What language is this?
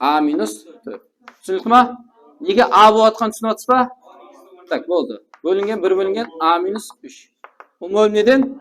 Kara-Kalpak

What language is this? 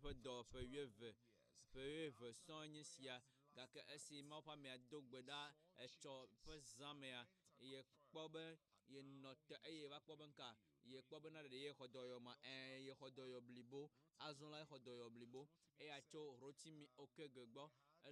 Ewe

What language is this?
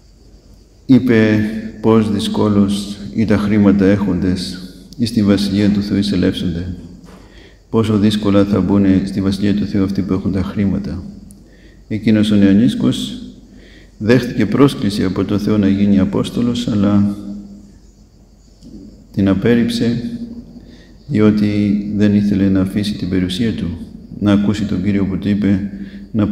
Greek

